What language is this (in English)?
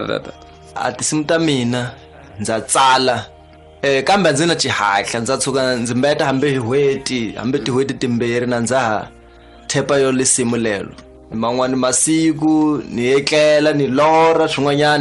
Tsonga